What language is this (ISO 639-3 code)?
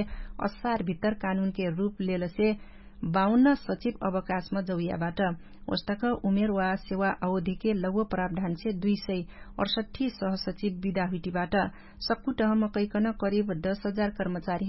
thl